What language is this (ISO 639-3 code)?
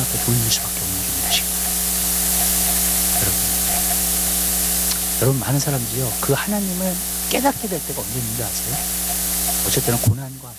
kor